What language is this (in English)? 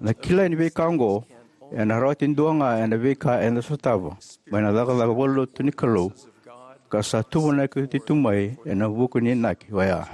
Fijian